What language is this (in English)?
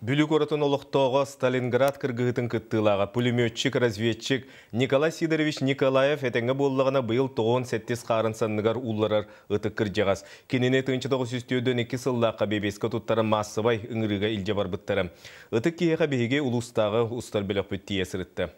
Yakut